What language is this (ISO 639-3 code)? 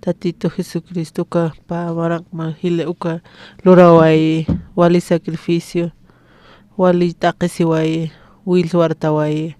aym